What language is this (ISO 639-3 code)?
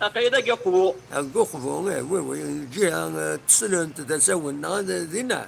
kab